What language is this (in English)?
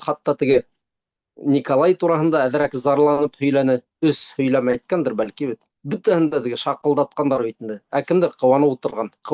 Bashkir